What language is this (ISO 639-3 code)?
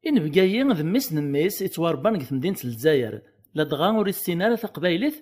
kab